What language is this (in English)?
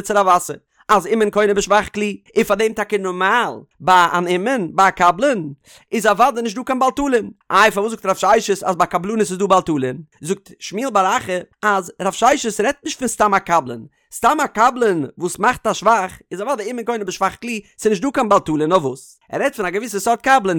Yiddish